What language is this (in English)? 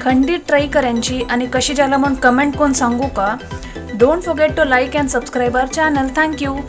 Konkani